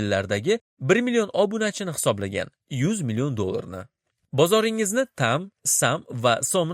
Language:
Uzbek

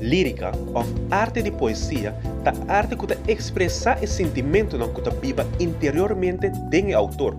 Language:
Papiamento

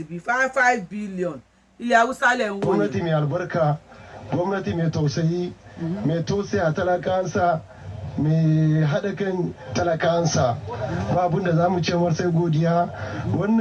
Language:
Yoruba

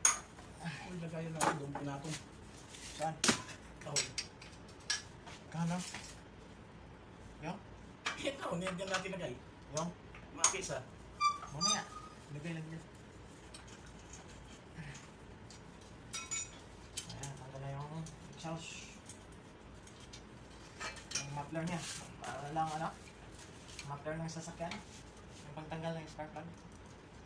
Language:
Filipino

